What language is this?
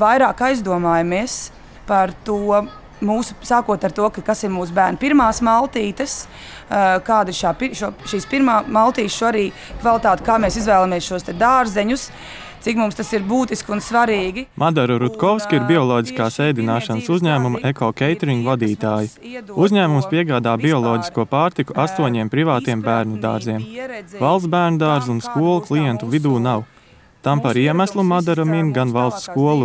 Latvian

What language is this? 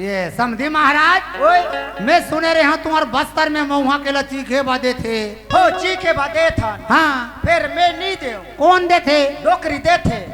Chhattisgarhi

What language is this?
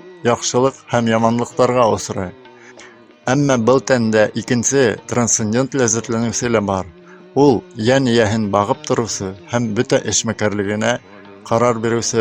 Bashkir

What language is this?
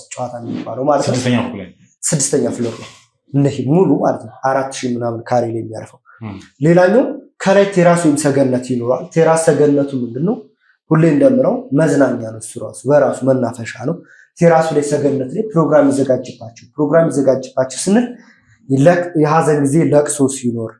Amharic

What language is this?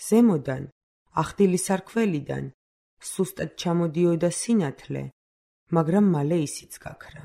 Georgian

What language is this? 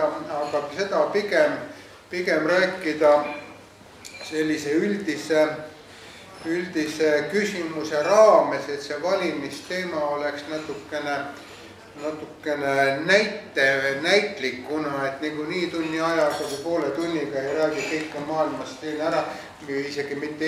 Estonian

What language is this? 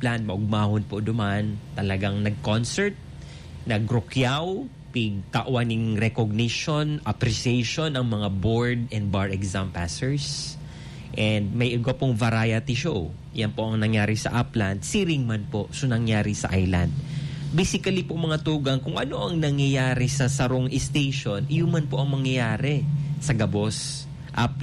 Bikol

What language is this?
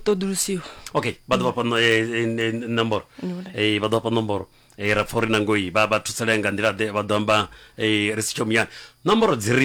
Venda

